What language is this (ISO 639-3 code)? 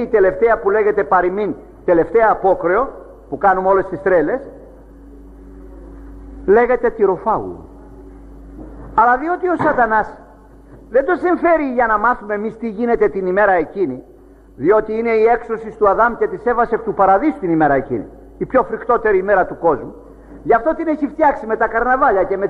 ell